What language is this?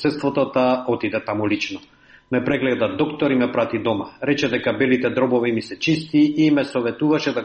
Macedonian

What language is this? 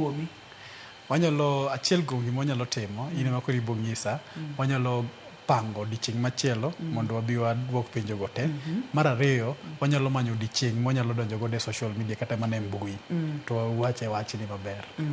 Luo (Kenya and Tanzania)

